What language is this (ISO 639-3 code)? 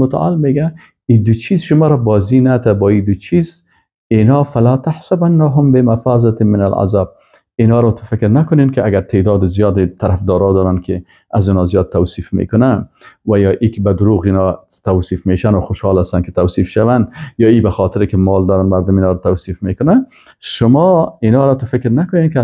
fas